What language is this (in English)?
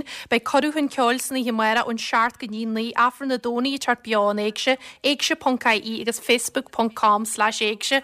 Irish